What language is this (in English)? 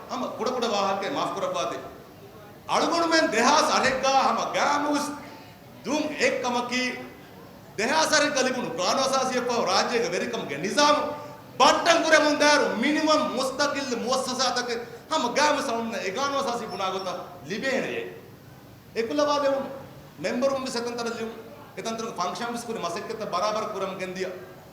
Divehi